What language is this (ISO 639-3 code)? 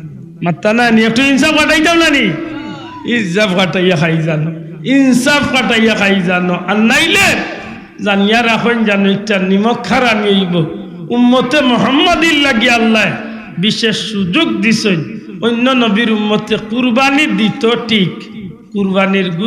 syl